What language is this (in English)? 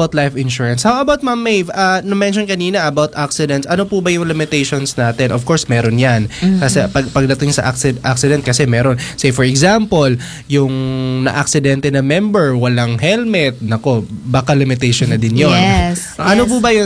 Filipino